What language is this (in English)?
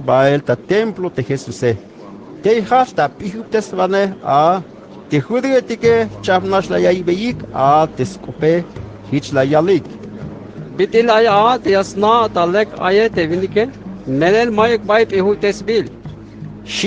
Tzeltal